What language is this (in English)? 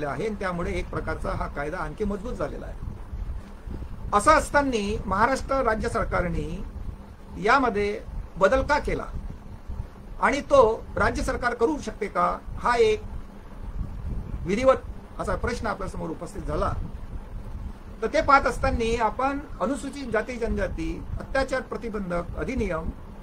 Marathi